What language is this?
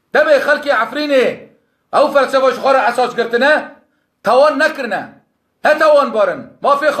Kurdish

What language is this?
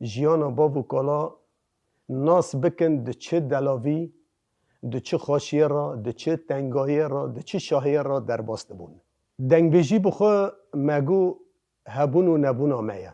Kurdish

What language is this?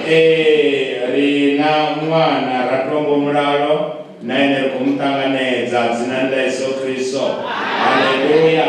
Venda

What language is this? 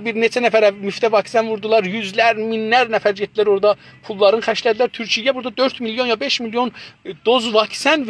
South Azerbaijani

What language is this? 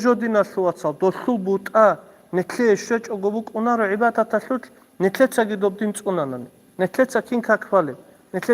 Avaric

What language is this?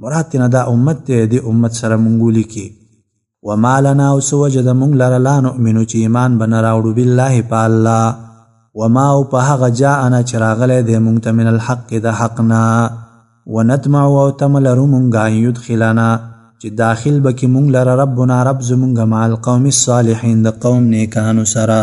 Pashto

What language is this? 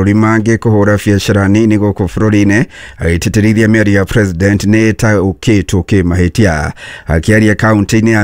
Kikuyu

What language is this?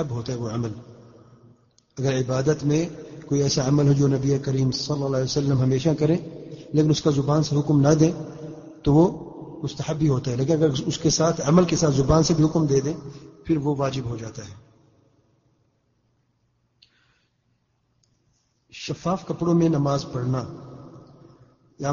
Urdu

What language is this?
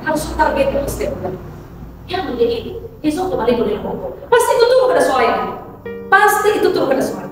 Nias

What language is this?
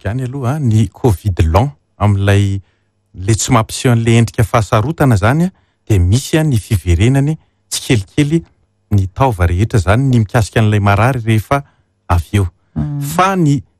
Malagasy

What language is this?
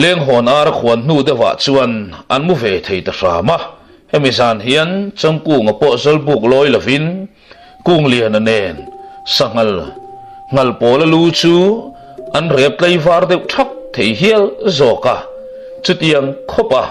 Mizo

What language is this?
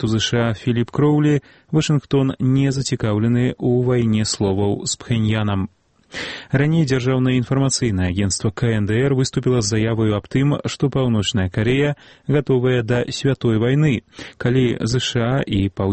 Belarusian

